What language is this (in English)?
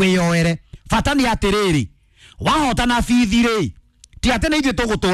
Kikuyu